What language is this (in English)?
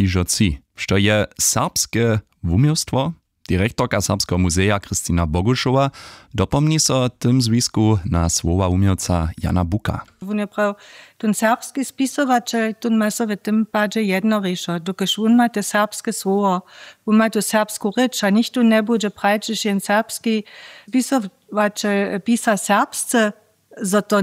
Upper Sorbian